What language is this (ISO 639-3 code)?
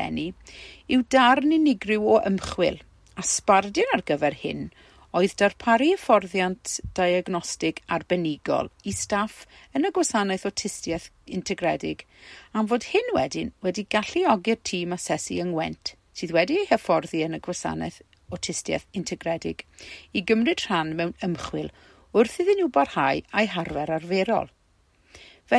cym